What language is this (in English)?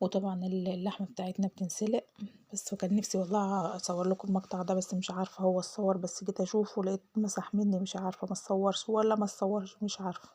Egyptian Arabic